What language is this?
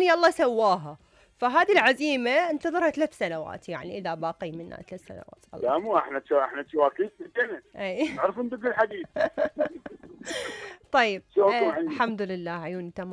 Mesopotamian Arabic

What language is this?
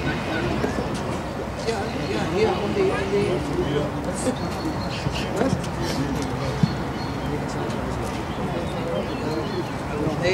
German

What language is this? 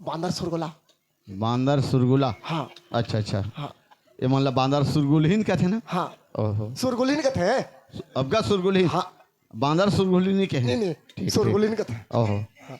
Chhattisgarhi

